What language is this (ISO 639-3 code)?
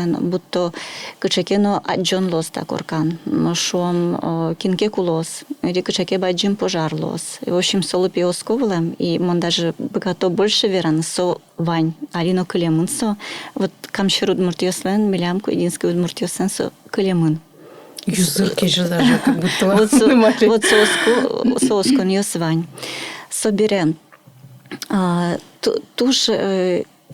udm